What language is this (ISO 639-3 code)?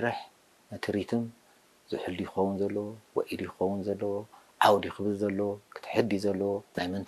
tir